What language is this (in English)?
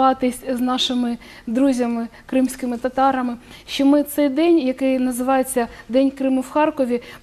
Ukrainian